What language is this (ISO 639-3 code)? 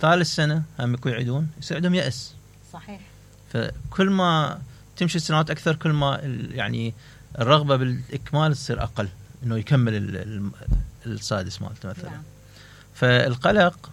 acm